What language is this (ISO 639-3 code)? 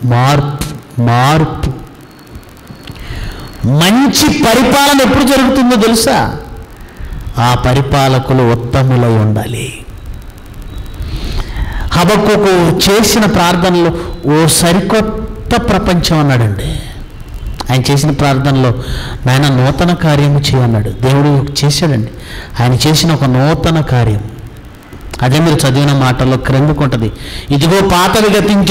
tel